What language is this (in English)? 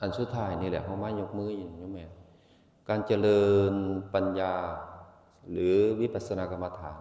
Northeastern Thai